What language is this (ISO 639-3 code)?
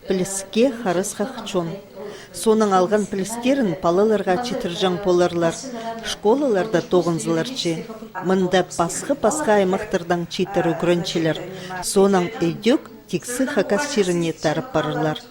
kjh